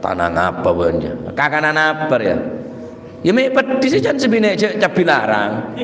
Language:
Madurese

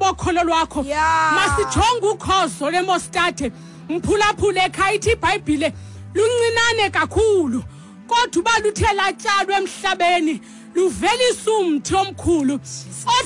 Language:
Xhosa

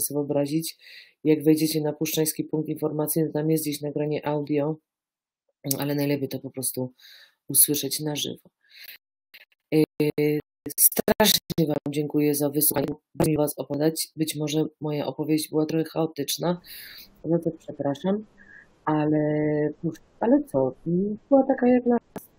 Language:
Polish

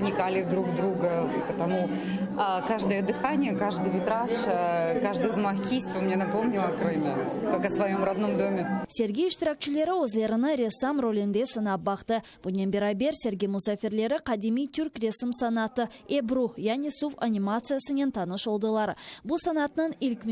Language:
Crimean Tatar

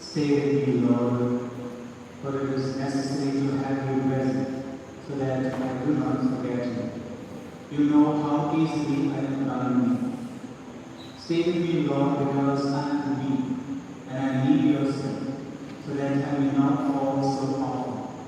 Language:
Konkani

